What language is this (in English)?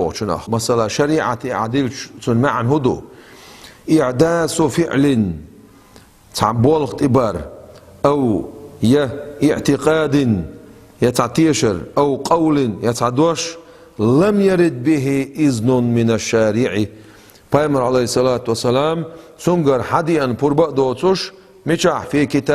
Chechen